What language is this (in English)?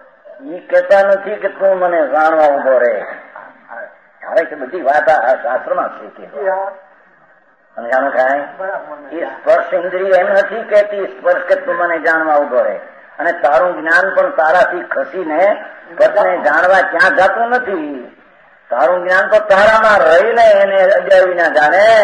Gujarati